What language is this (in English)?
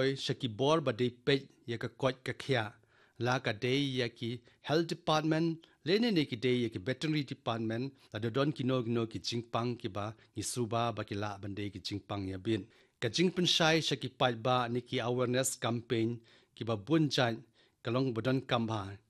Khasi